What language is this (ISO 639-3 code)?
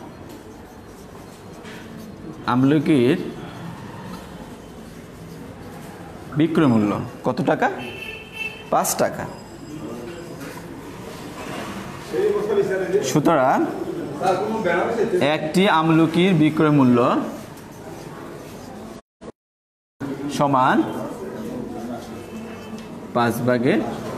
ben